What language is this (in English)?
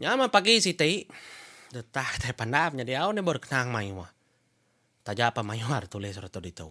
Iban